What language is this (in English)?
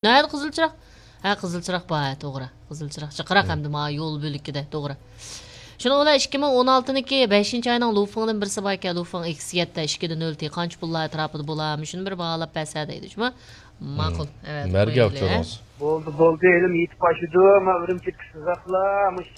Uyghur